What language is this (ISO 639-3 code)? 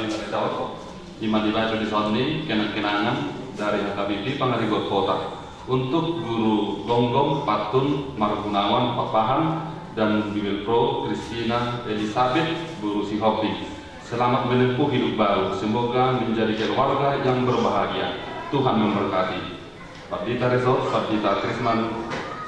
bbc